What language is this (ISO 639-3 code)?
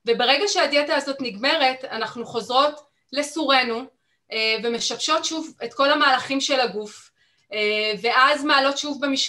heb